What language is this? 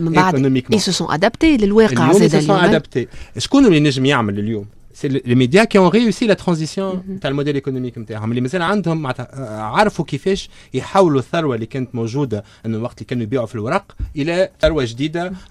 Tunisian Arabic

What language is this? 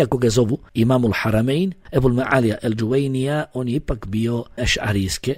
Bosnian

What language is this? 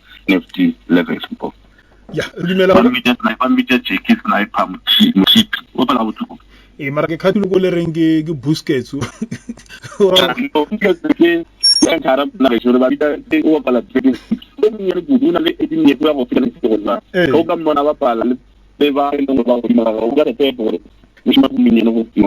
Northern Sotho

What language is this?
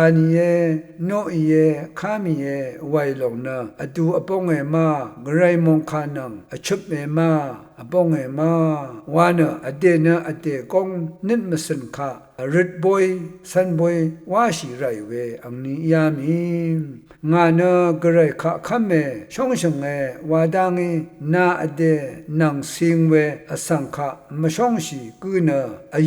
Rawang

